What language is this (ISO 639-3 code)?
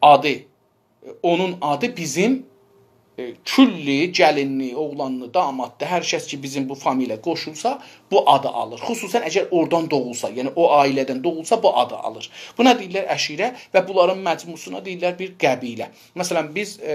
azb